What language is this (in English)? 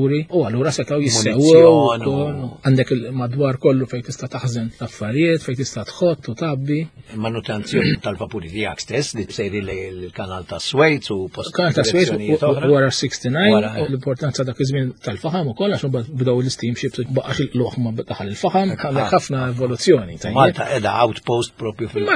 Maltese